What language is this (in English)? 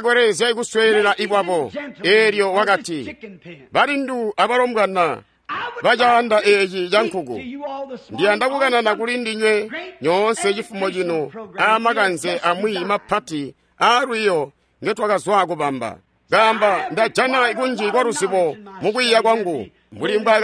Tonga (Zambia)